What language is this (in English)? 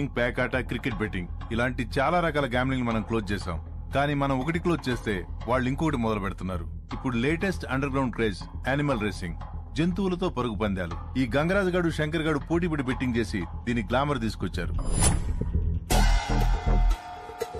Telugu